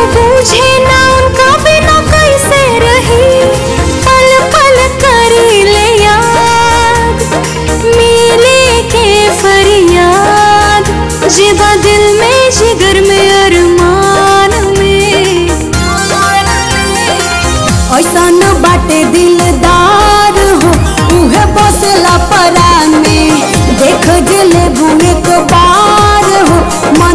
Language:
Bhojpuri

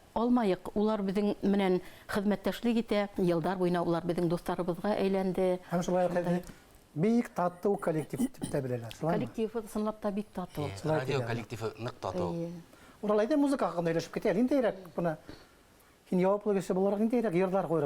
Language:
Bashkir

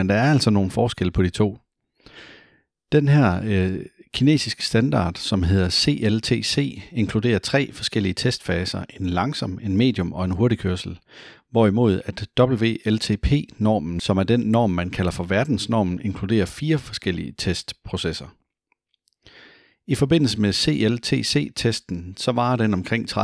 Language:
Danish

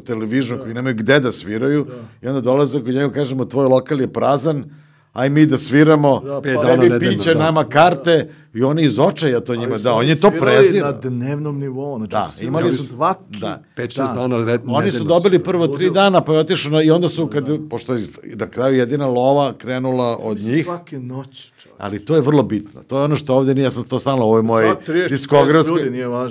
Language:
Serbian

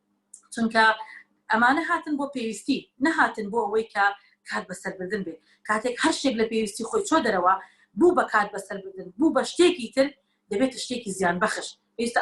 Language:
Central Kurdish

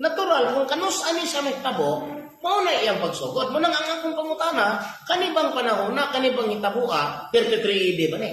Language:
Cebuano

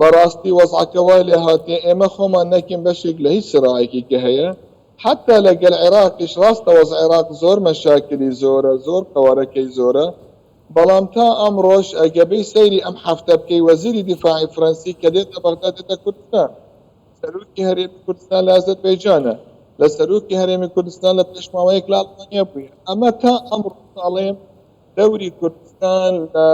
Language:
Central Kurdish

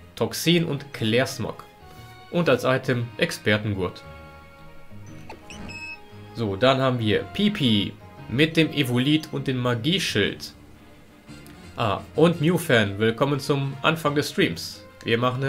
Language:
German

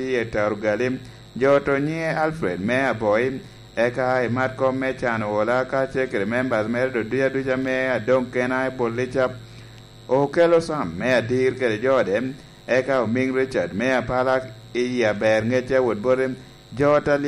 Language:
Lango (Uganda)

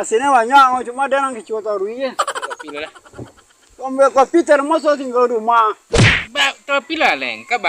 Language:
Minangkabau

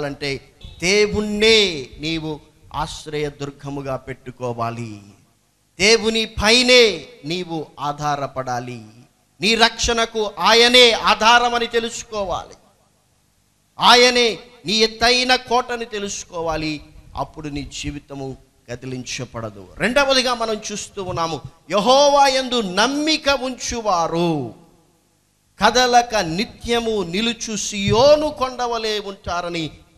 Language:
Telugu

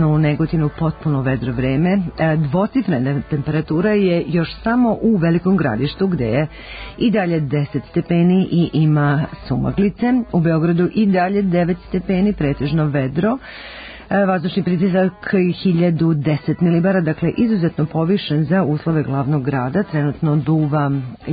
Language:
Serbian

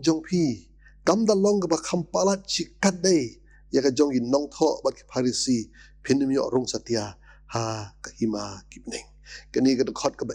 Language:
Khasi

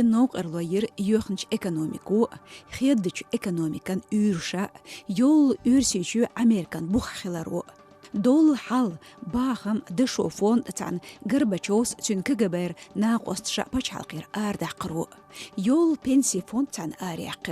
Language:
Chechen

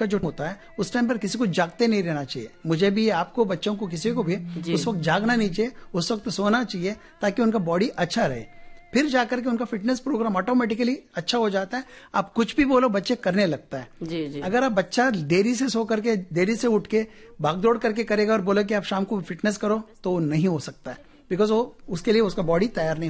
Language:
Hindi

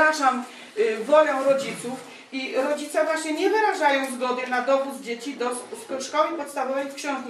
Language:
Polish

